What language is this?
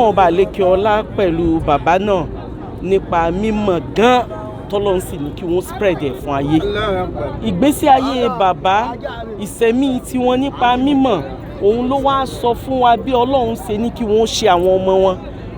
Yoruba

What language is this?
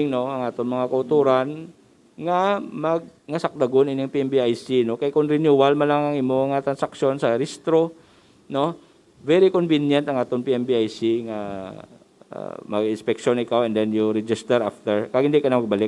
Hiligaynon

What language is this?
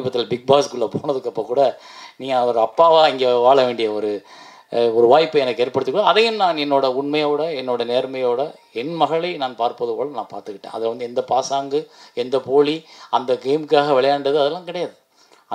Tamil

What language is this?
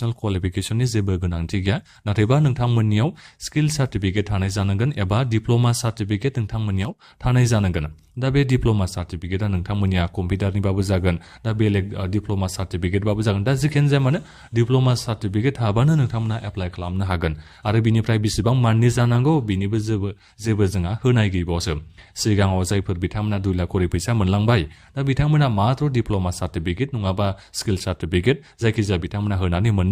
Bodo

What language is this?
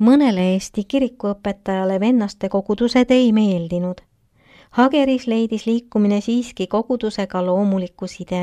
Estonian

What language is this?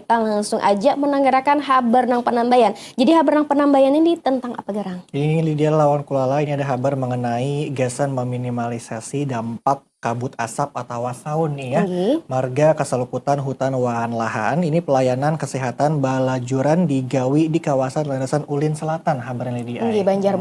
Banjar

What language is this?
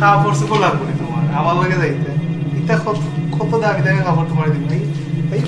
Sylheti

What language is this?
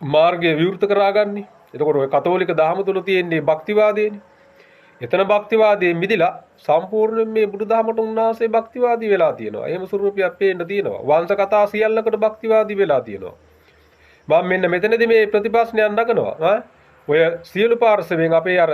Sinhala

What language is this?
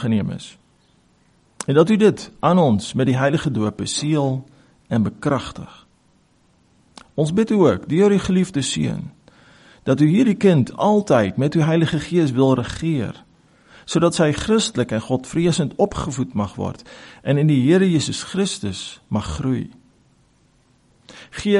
Afrikaans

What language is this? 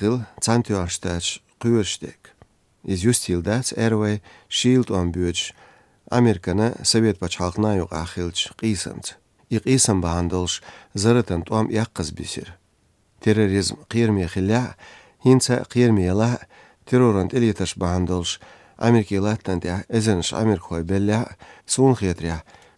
Chechen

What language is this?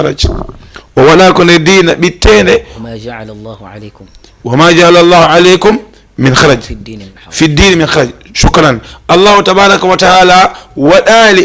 Fula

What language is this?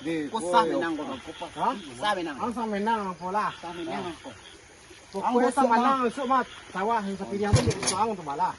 Minangkabau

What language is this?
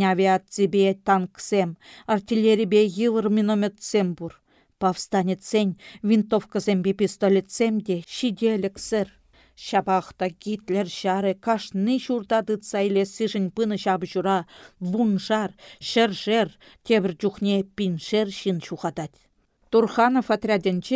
Chuvash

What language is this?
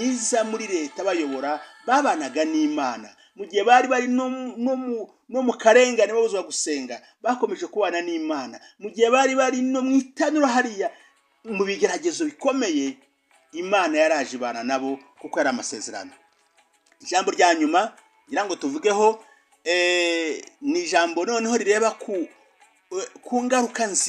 Kinyarwanda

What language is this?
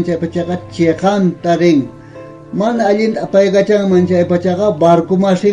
South Bolivian Quechua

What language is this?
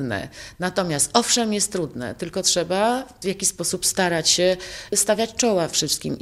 Polish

